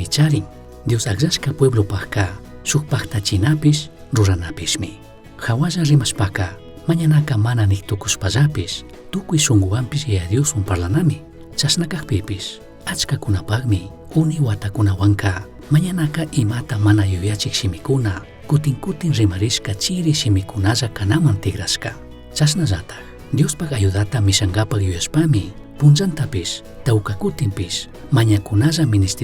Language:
Chimborazo Highland Quichua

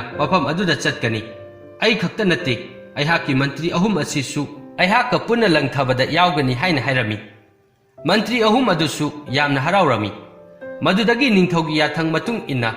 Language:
Manipuri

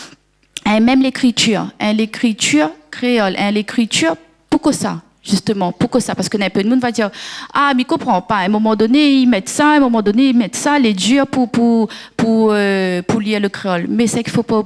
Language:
Réunion Creole French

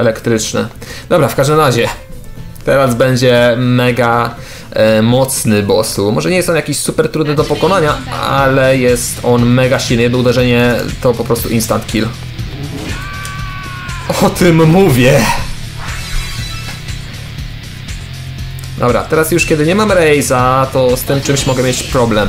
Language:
Polish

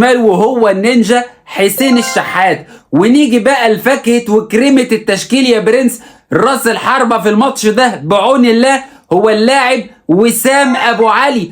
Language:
Egyptian Arabic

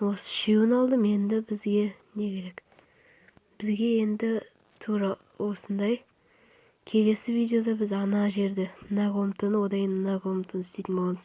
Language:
Kazakh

